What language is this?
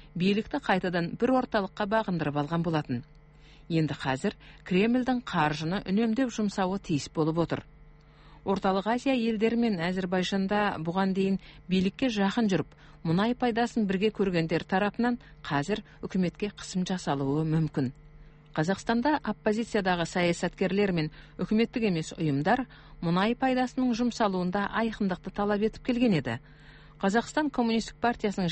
Kazakh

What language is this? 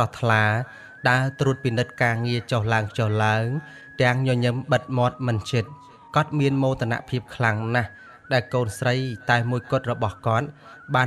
Khmer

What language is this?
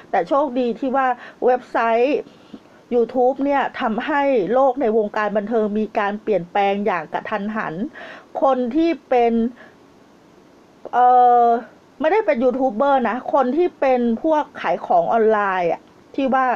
Thai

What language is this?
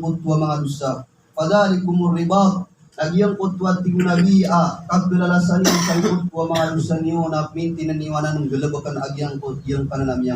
Maranao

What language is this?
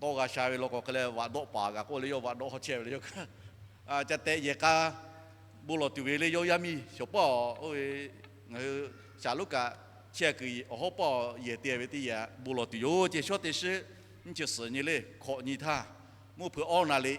Lahu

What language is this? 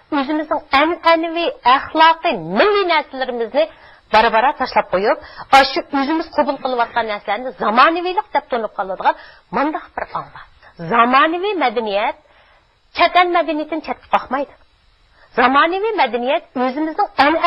Uyghur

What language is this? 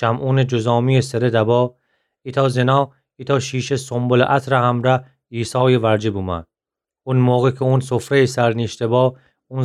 Gilaki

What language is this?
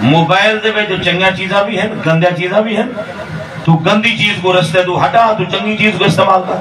Saraiki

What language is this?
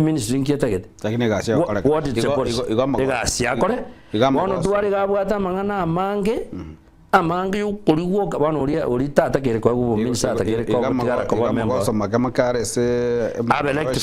Gusii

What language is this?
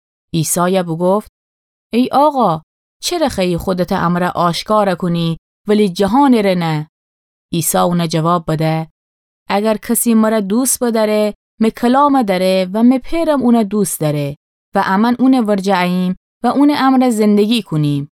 Gilaki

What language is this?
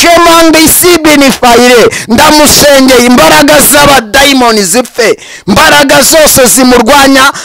Kinyarwanda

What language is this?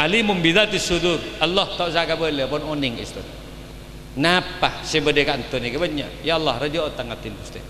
Madurese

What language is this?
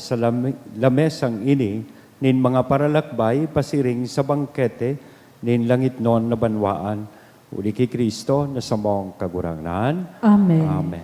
Bikol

